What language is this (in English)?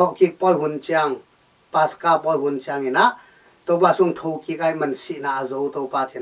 Tedim Chin